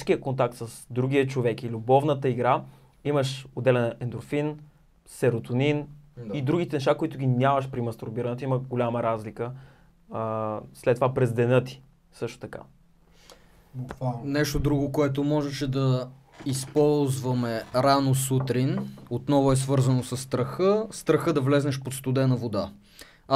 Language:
Bulgarian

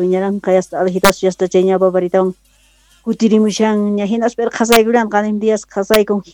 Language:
South Bolivian Quechua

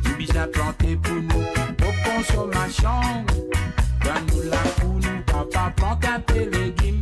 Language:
Morisyen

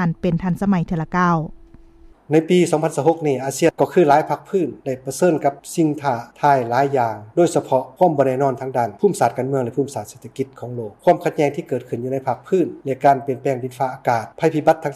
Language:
Lao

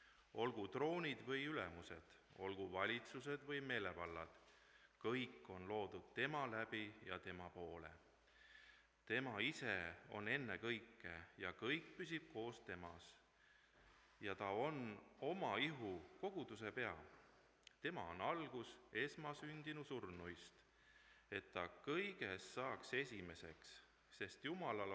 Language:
Estonian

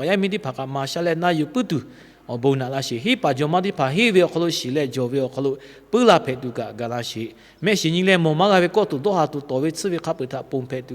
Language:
Lahu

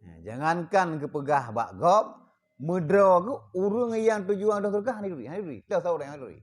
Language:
Achinese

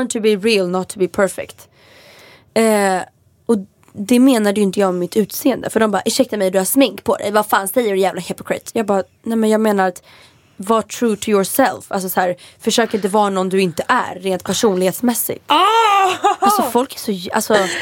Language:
Swedish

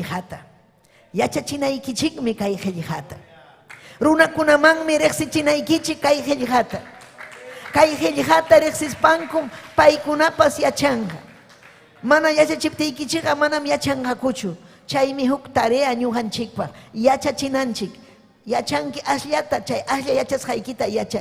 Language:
Ayacucho Quechua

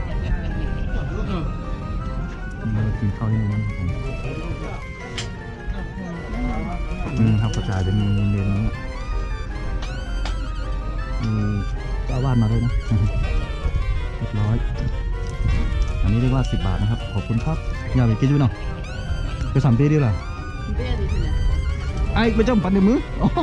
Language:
Thai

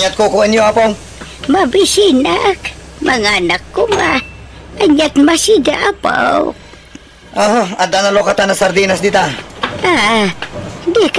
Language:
Iloko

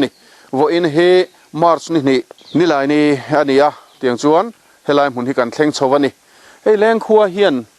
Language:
Mizo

